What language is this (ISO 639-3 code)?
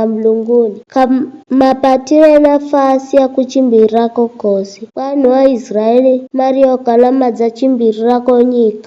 nyf